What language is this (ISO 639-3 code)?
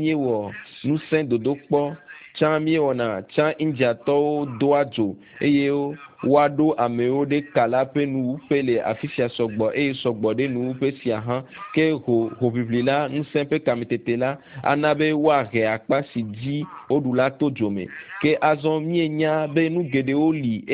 ewe